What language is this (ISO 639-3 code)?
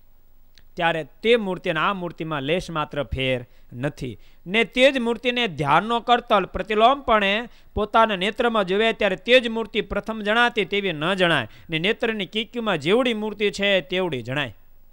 guj